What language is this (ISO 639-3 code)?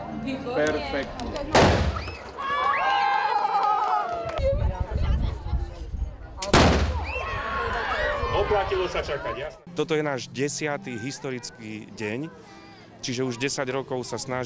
slk